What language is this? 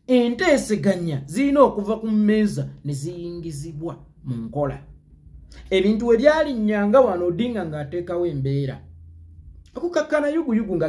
Ganda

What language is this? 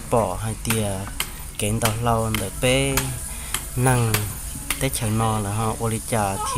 Hmong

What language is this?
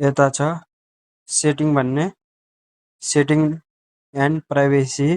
Nepali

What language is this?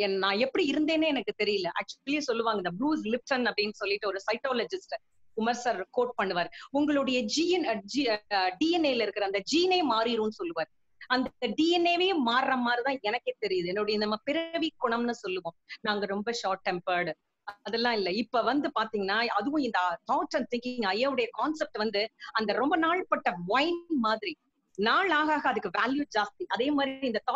Tamil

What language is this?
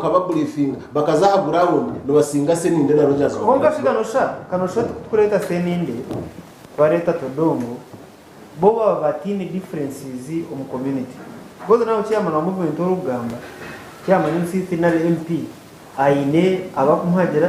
Nyankole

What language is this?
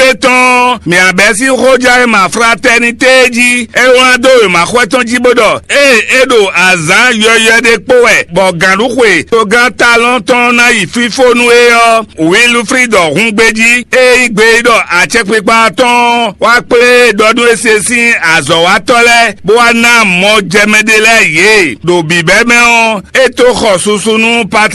Fon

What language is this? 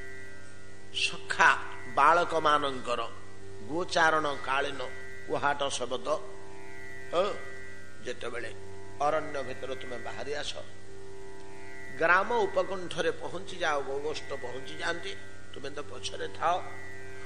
Odia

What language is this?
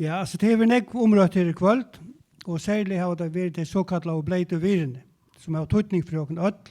Faroese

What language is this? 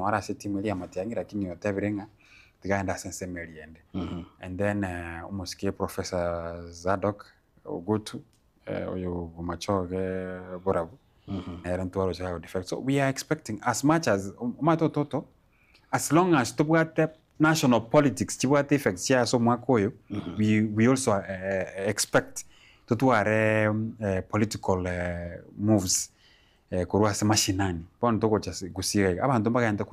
Gusii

